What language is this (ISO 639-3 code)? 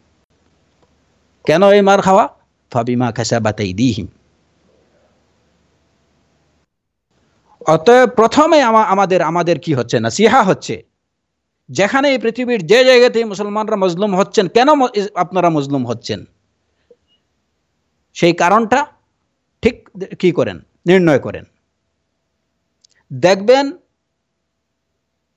ben